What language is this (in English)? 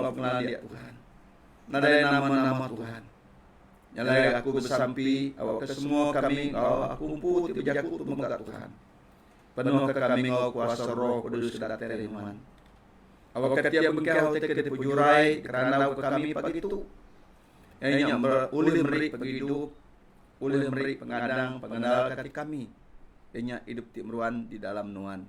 Iban